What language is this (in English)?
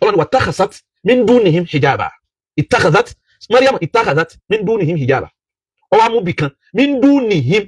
Yoruba